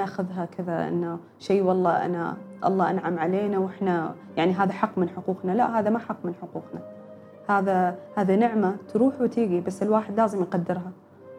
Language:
Gulf Arabic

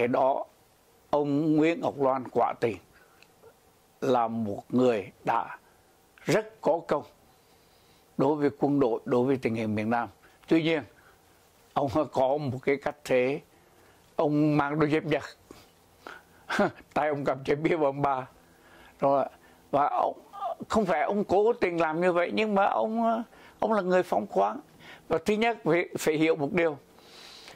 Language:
Vietnamese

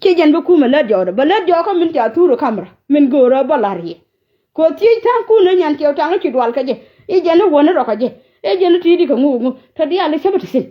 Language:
Nuer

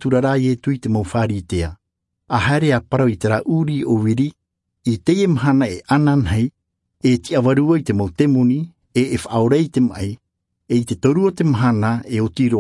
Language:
Tahitian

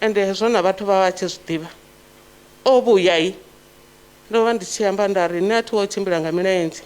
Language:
Venda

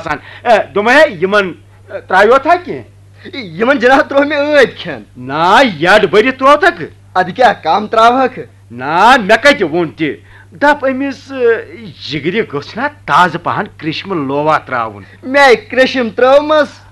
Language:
Kashmiri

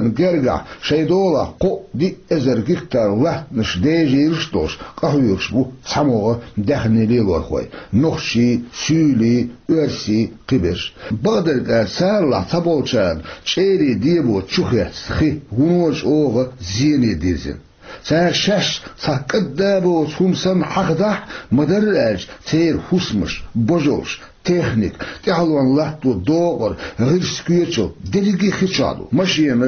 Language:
Chechen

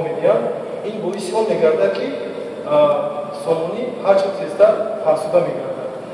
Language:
Tajik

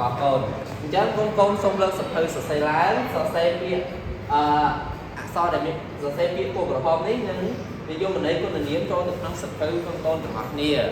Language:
Khmer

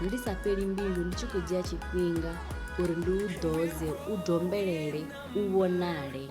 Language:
Venda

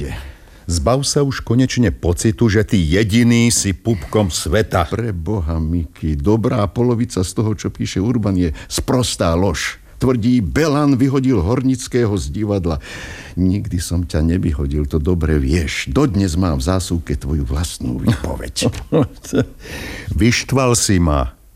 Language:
Slovak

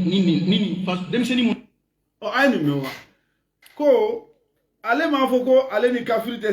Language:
Bambara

